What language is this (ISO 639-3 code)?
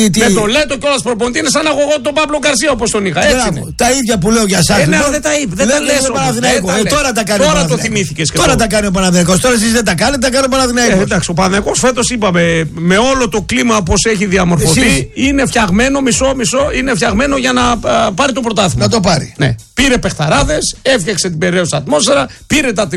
ell